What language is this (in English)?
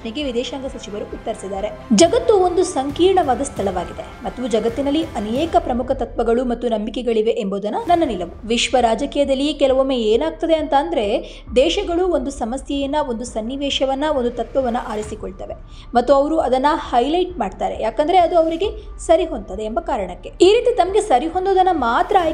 Kannada